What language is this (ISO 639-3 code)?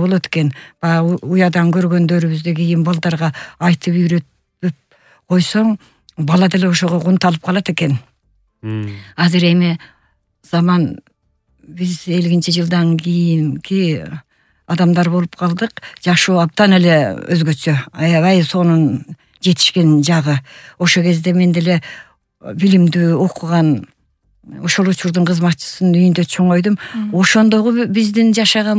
kir